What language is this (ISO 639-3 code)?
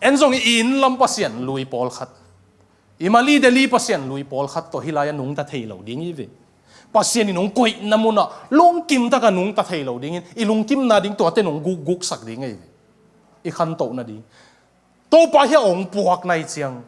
ctd